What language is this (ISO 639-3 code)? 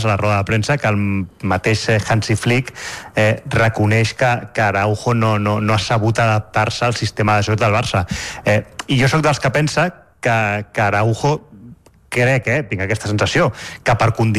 cat